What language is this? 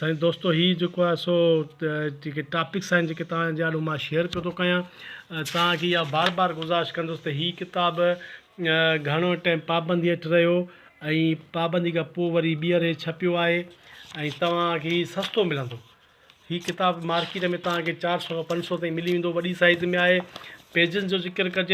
Sindhi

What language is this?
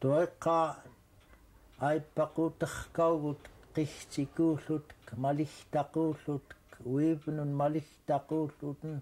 Central Yupik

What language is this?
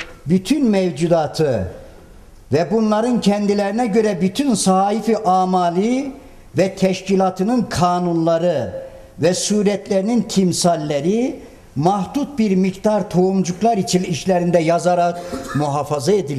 Turkish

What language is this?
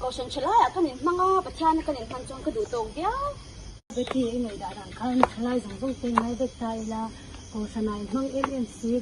Mizo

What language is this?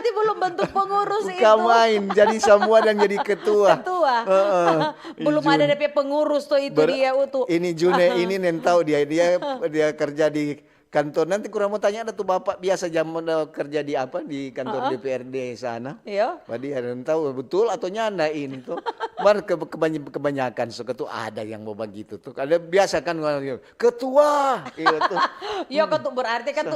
Manado Malay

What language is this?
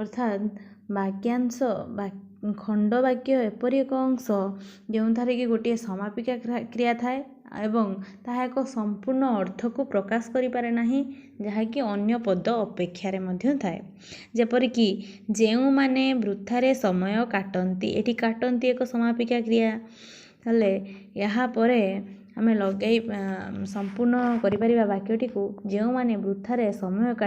Odia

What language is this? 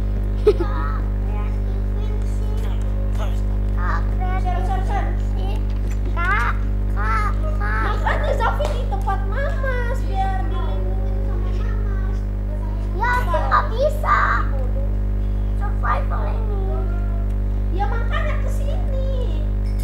Indonesian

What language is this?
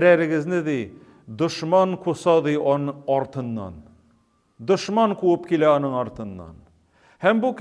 Tatar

